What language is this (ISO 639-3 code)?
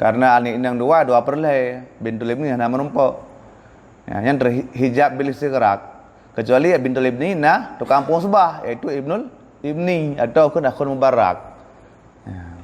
ace